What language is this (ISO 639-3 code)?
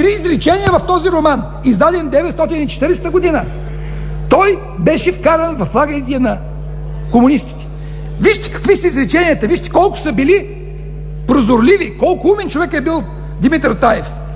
bul